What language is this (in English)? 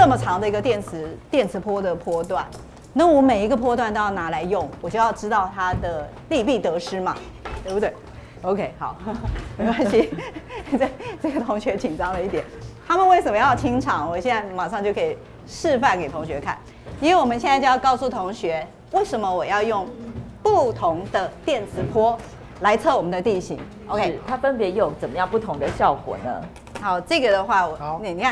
Chinese